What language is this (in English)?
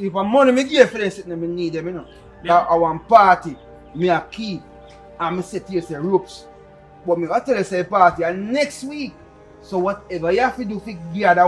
Jamaican Creole English